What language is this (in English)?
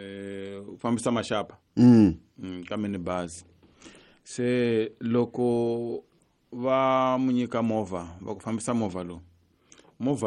Tsonga